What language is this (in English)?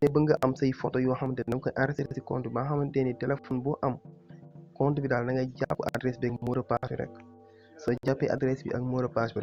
Wolof